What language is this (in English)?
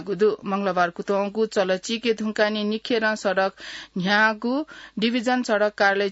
Newari